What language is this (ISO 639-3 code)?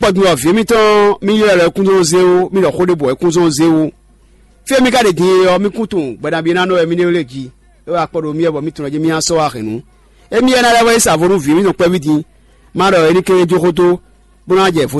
fon